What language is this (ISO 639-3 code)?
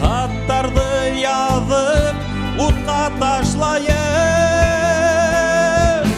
bak